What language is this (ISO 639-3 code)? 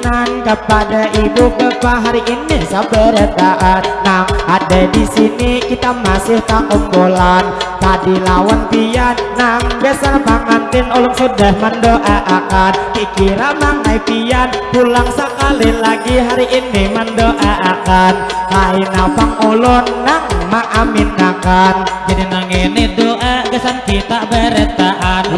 bjn